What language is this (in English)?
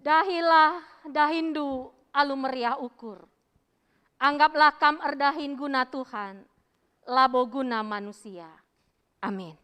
Batak Karo